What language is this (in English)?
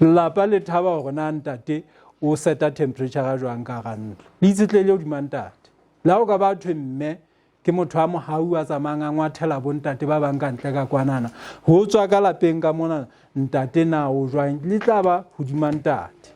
Southern Sotho